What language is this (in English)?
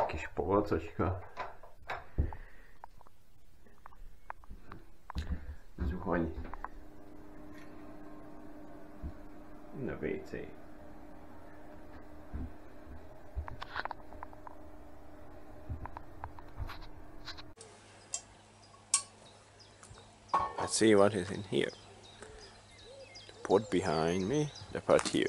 Hungarian